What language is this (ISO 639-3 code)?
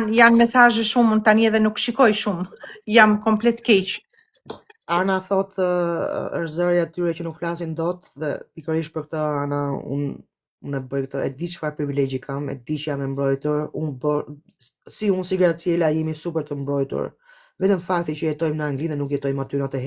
sqi